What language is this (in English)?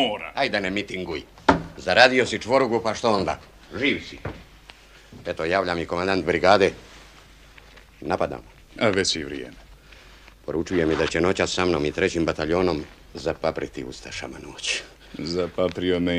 Croatian